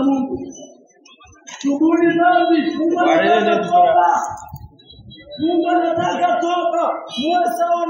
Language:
Swahili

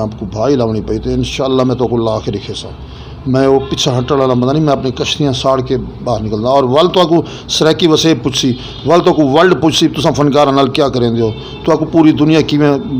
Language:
Saraiki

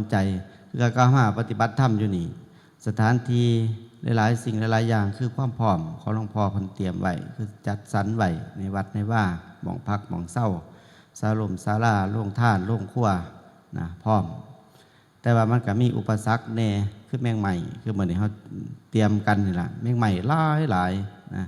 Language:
Northeastern Thai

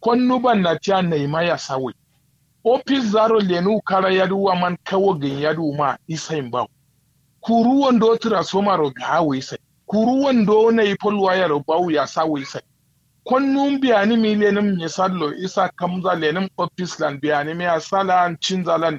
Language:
Kanuri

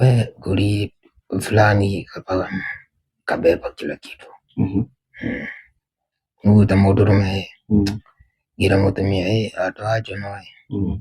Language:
Kikuyu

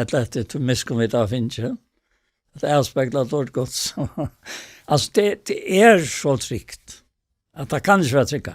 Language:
Faroese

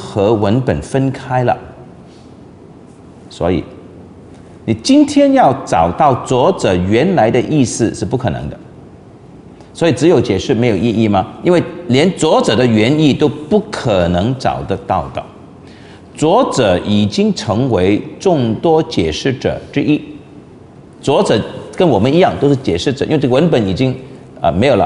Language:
Chinese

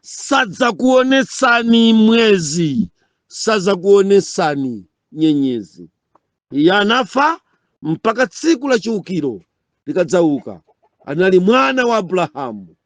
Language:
Nyanja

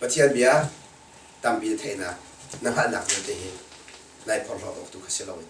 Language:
Hakha Chin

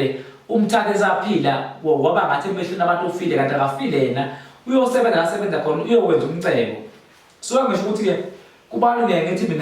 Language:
Zulu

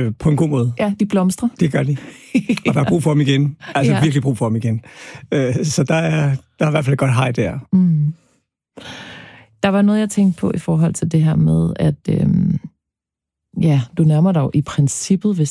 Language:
Danish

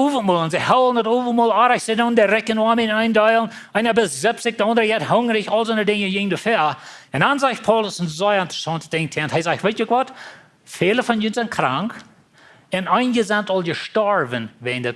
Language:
Plautdietsch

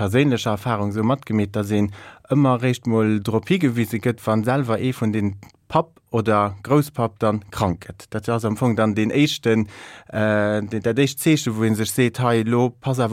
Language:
Luxembourgish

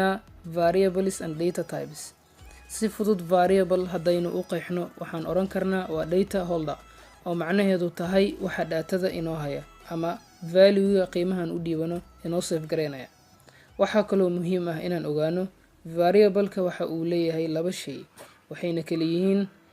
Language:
Somali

